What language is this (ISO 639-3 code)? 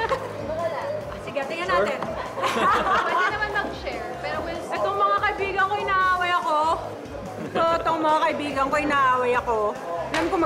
fil